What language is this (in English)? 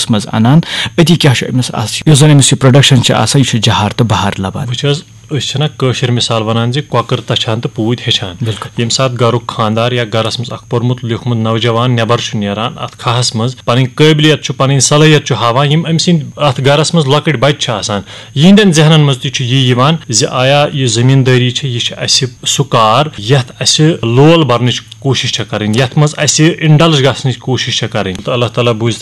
Kashmiri